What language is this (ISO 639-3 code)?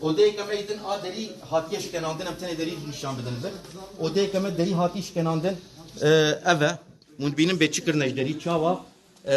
kur